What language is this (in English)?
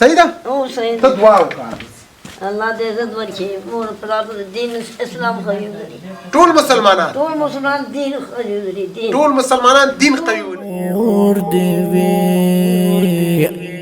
Pashto